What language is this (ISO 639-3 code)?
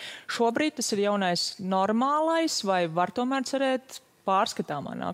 lav